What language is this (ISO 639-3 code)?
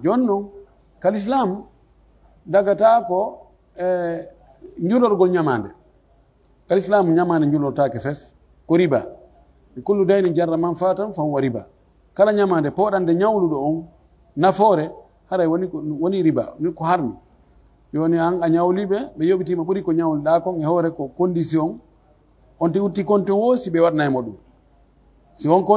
fuf